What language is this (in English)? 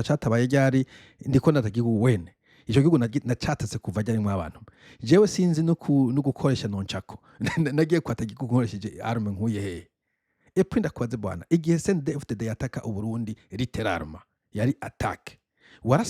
Rundi